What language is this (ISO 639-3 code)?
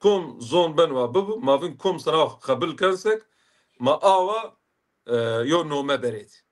zza